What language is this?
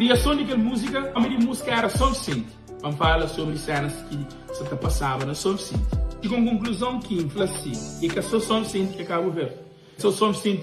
Kabuverdianu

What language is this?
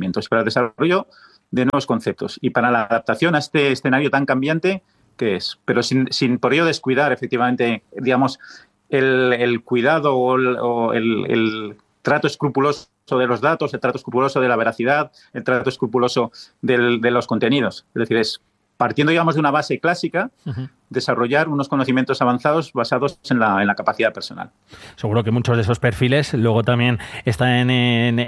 Spanish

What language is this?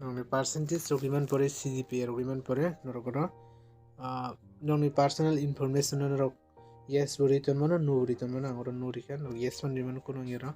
Kok Borok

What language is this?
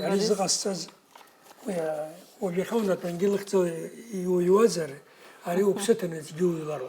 Abkhazian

